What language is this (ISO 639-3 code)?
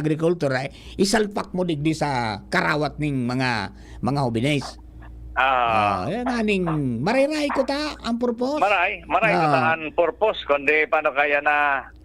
bik